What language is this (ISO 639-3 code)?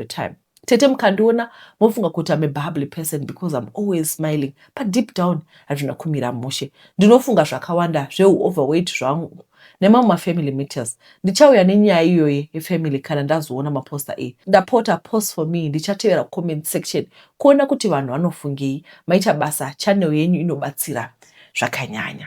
sna